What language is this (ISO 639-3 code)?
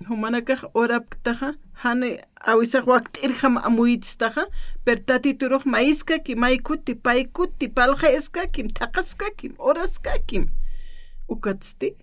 aym